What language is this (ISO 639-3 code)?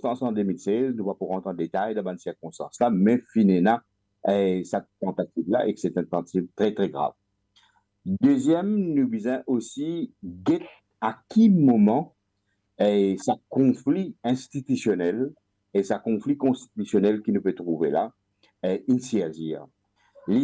mfe